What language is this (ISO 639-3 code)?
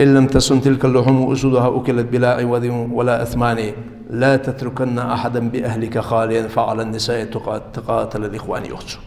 inh